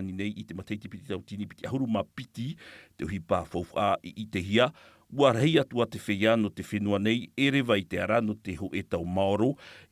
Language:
Tahitian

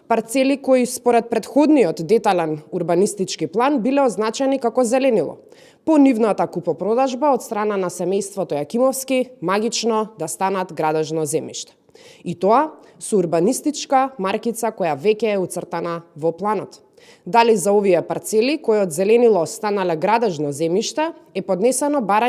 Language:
Macedonian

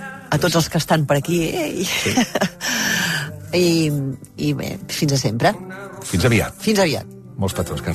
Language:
Catalan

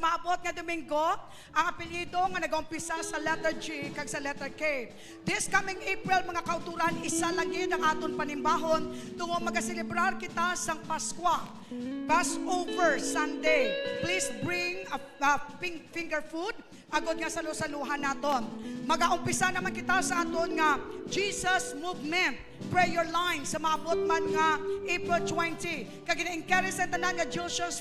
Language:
Hiligaynon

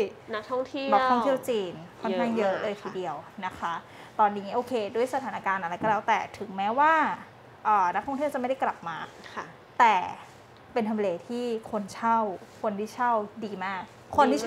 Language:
Thai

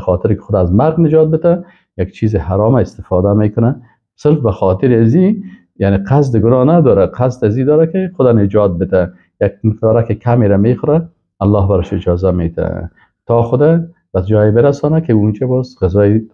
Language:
Persian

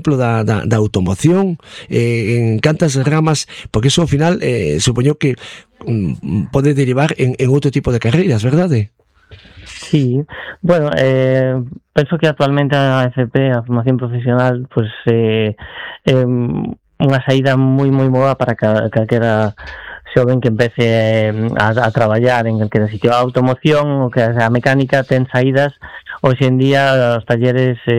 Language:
Galician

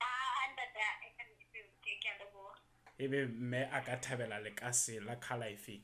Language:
Southern Sotho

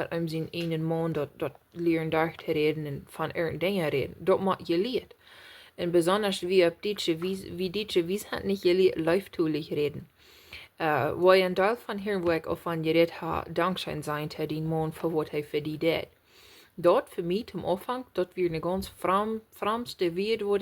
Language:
Plautdietsch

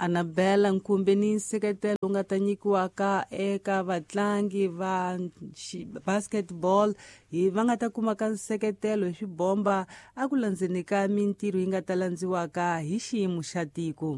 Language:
Tsonga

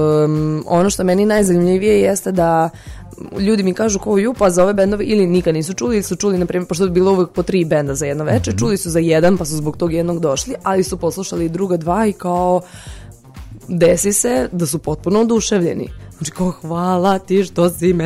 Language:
Serbian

